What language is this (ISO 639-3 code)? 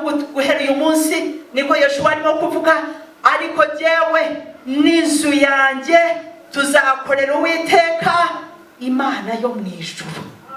kin